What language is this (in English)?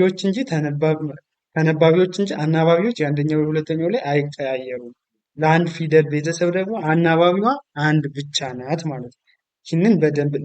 Amharic